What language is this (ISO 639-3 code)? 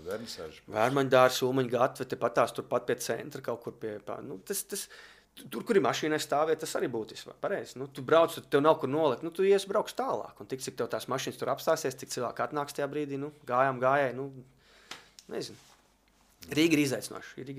lav